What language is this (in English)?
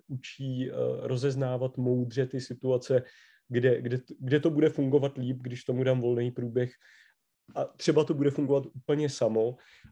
Czech